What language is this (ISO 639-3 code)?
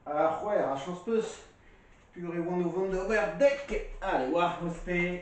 bre